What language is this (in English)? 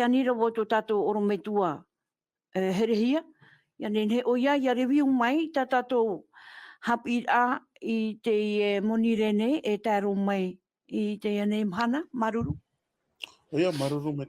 Tahitian